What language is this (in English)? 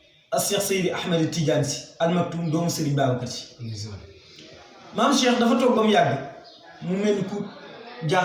Wolof